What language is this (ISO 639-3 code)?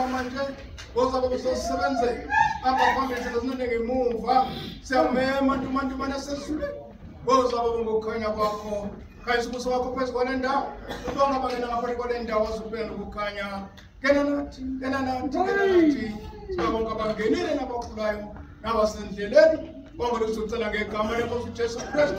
zul